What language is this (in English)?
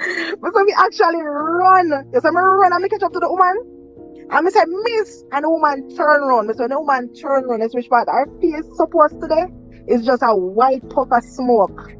Jamaican Creole English